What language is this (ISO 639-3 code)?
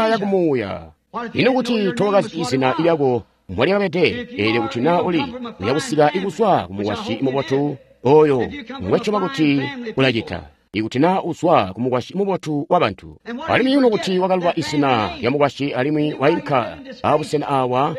toi